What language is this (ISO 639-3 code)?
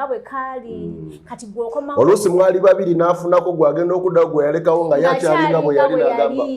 lug